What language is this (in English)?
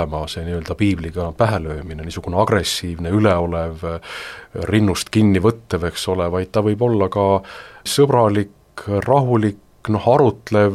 Estonian